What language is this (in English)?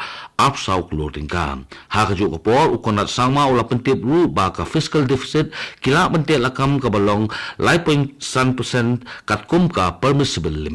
Khasi